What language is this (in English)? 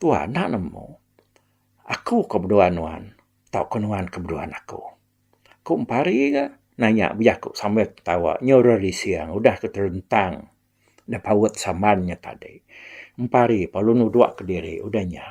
Iban